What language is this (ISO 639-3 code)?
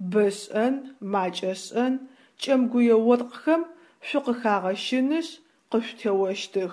ady